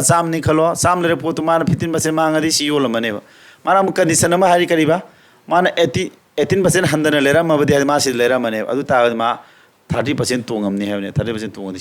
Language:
Manipuri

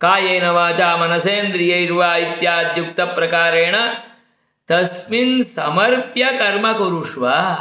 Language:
Sanskrit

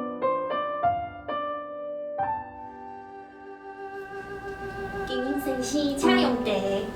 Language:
Min Nan Chinese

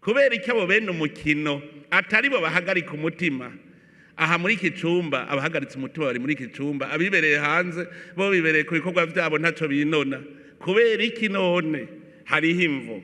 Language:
Rundi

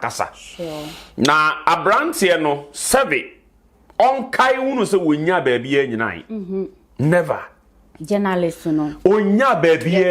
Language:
Akan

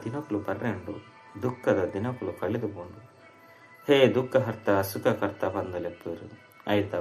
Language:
Tulu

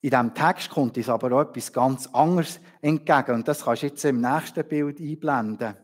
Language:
Swiss German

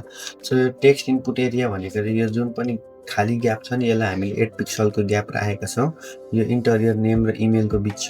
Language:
Nepali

